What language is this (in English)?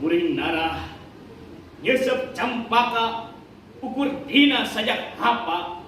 Sundanese